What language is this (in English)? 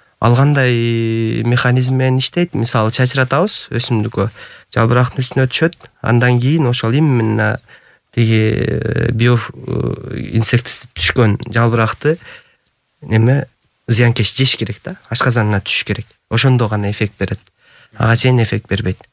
Kyrgyz